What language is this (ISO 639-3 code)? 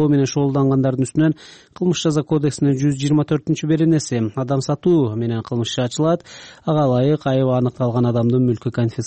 kir